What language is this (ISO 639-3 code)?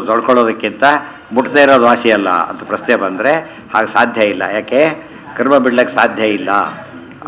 kan